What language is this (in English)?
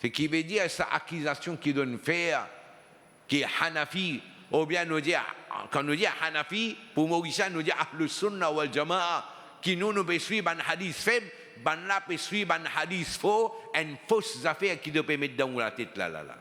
Morisyen